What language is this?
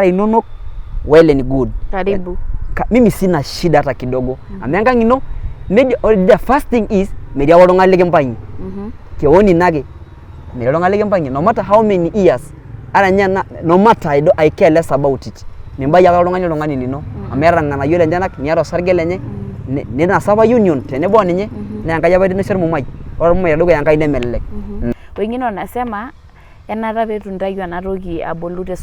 Masai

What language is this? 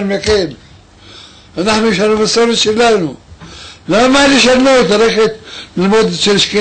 Hebrew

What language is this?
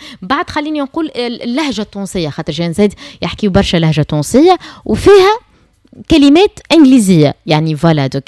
Tunisian Arabic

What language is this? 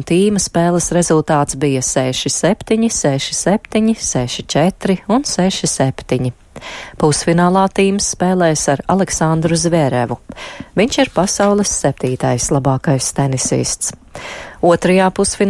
Latvian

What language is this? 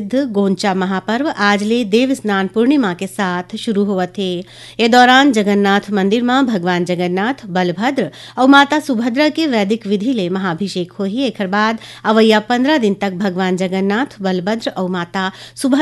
Chhattisgarhi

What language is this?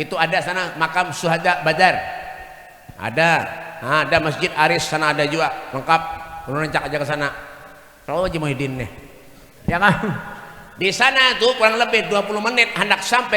Banjar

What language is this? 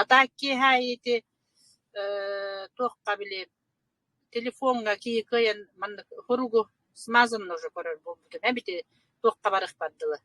Yakut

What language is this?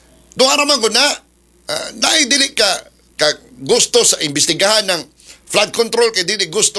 Cebuano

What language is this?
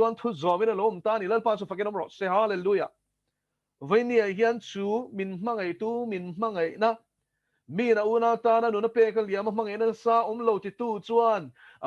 Mizo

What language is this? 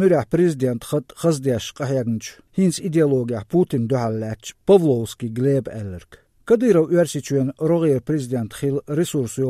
Chechen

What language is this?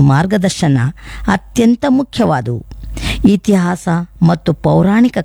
Kannada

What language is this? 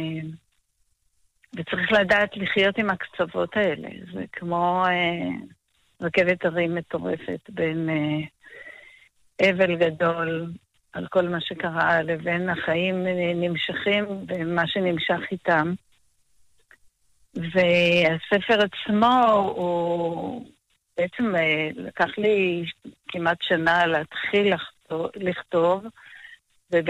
Hebrew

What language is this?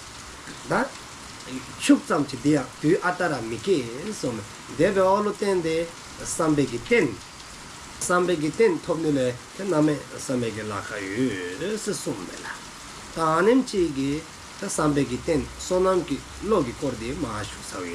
Dzongkha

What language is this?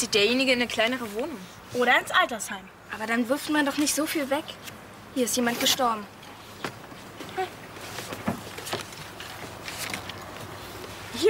German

